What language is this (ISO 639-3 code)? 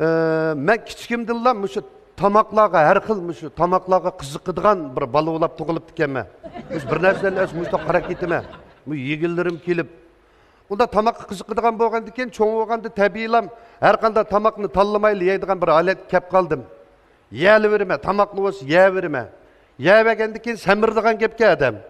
uig